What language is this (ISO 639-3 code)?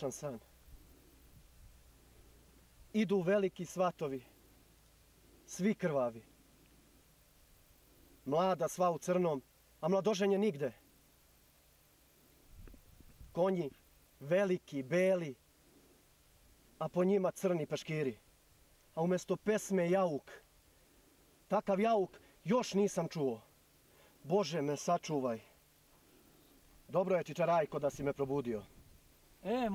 srp